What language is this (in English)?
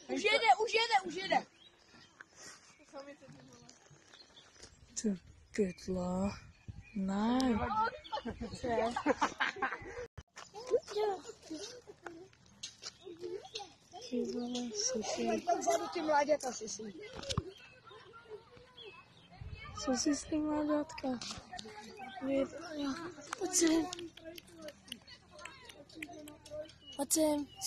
Czech